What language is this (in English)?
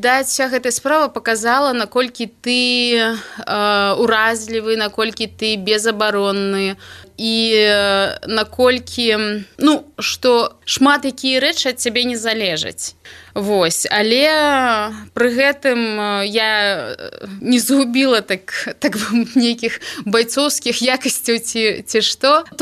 Belarusian